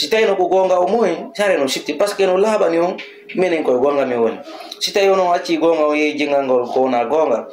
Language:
Fula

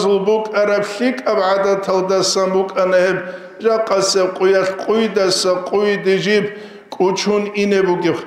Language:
Avaric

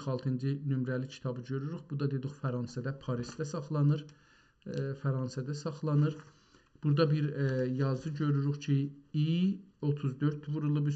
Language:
South Azerbaijani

